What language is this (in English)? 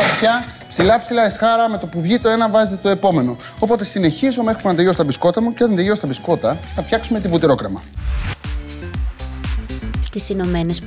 Greek